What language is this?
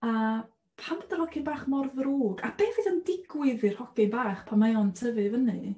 Welsh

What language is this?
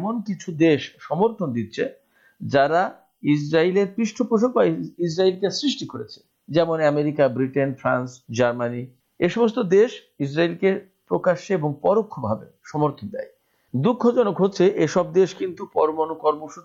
Bangla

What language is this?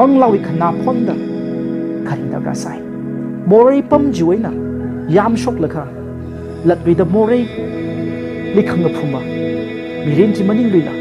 Tangkhul Naga (India)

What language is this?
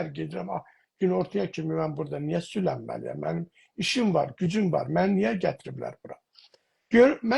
South Azerbaijani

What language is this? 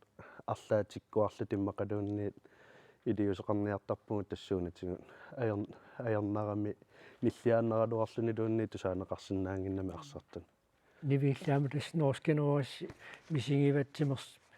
Kalaallisut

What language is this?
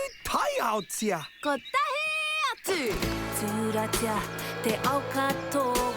Māori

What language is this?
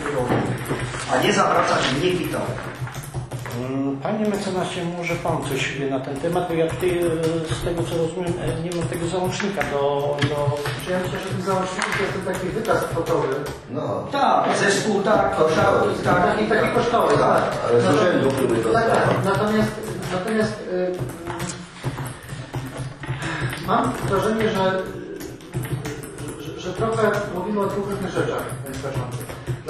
Polish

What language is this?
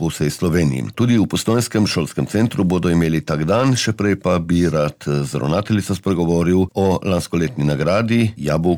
Slovenian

